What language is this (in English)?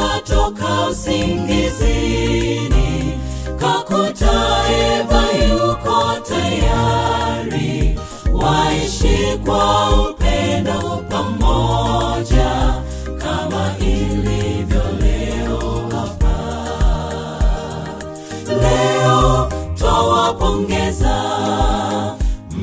Swahili